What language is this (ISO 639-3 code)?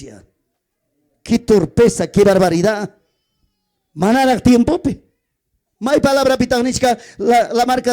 quy